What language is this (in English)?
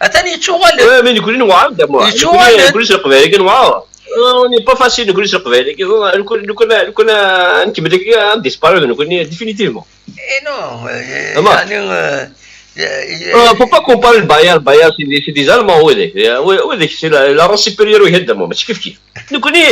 Kabyle